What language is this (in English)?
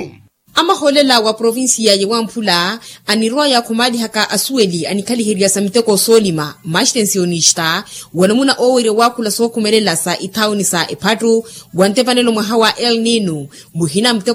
Makhuwa